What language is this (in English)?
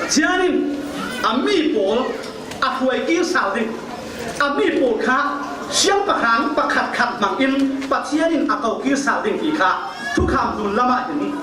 Falam Chin